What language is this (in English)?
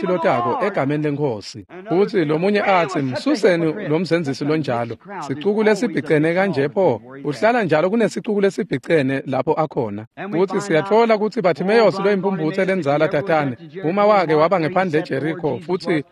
Swati